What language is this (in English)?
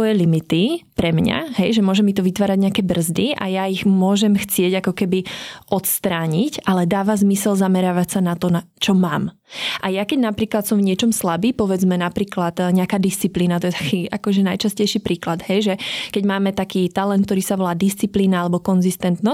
Slovak